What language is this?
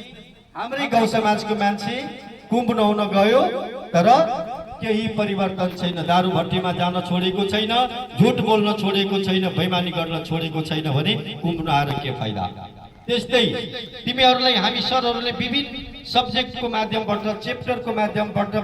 Nepali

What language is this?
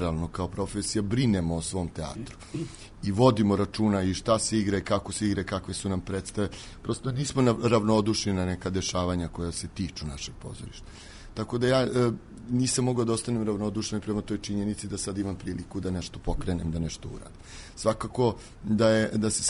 Serbian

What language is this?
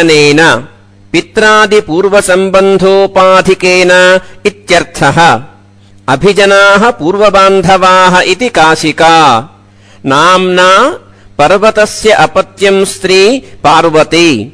Sanskrit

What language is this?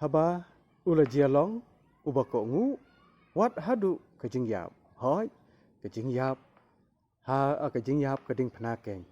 Khasi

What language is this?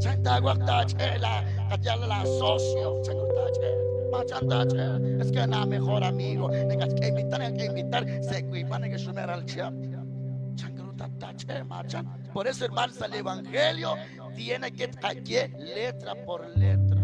Kekchí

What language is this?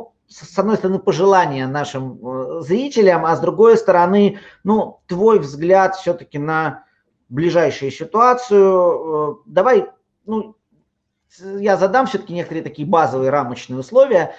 Russian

